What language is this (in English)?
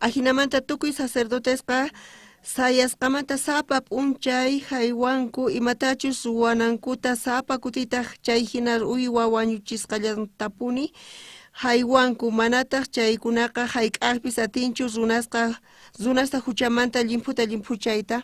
South Bolivian Quechua